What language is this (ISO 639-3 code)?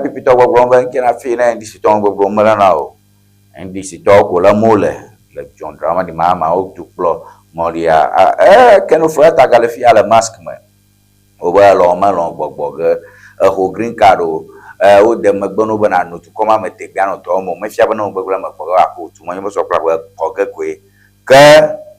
ewe